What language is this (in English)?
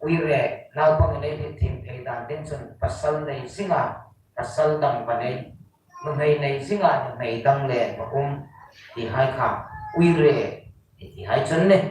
Hmar